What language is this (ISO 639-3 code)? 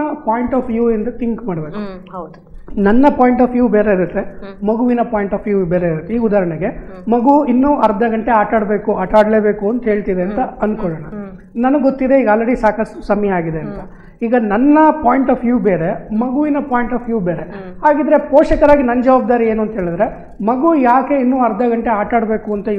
kan